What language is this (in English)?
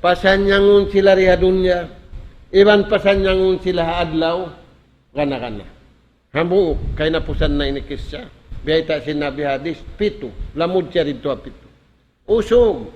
Tausug